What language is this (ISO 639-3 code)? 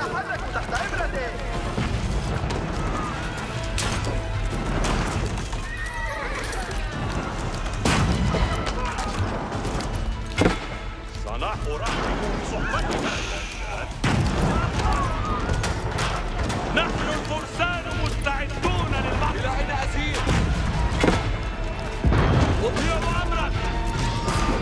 ara